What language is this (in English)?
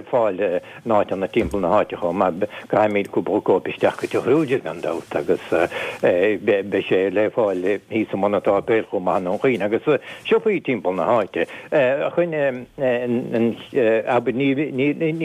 Irish